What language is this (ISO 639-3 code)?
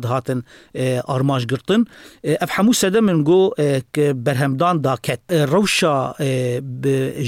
kur